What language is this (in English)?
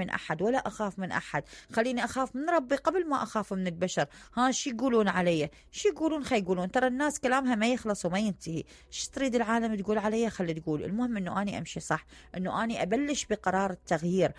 Mesopotamian Arabic